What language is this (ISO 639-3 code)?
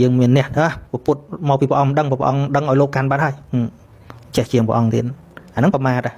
khm